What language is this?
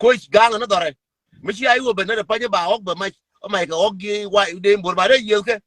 Nuer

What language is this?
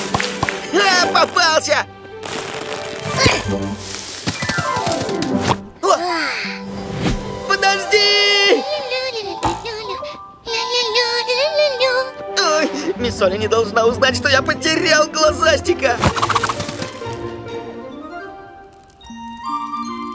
Russian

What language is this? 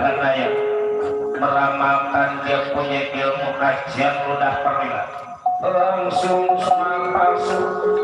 Betawi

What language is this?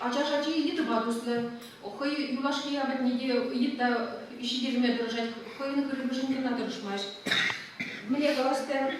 Chuvash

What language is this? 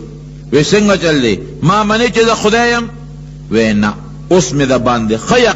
Pashto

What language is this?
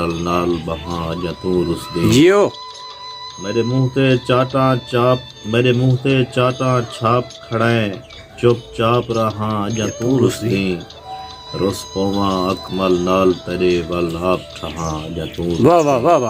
Saraiki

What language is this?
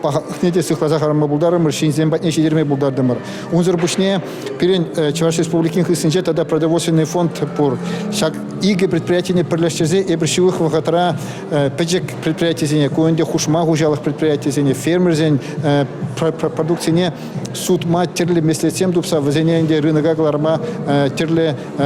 Chuvash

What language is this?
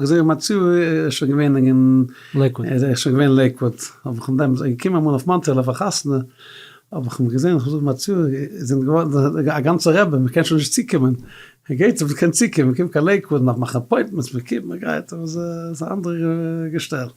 Yiddish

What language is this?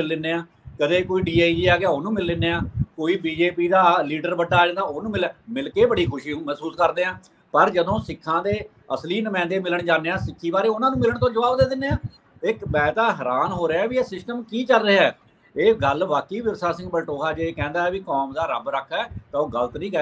Punjabi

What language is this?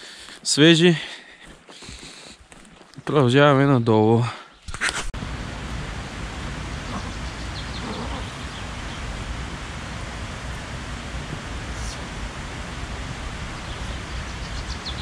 Bulgarian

